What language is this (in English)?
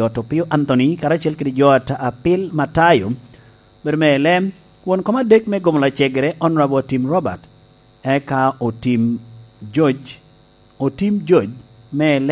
Lango (Uganda)